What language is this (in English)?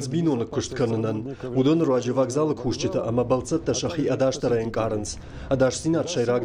Ossetic